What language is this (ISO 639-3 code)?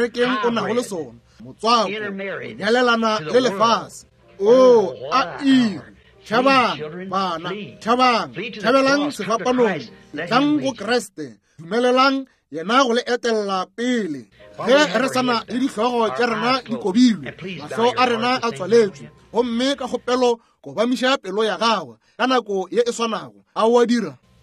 nso